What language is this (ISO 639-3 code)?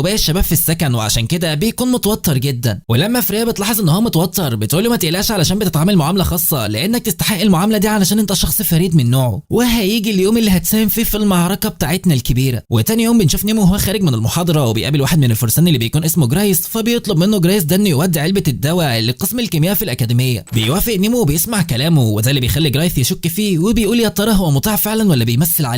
arz